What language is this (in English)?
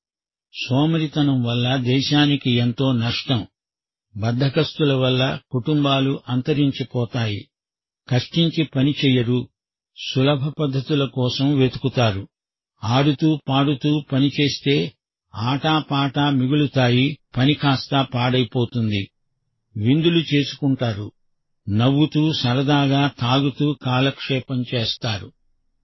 Telugu